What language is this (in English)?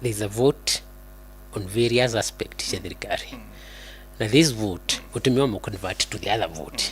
Meru